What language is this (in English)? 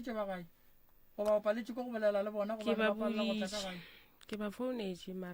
Northern Sotho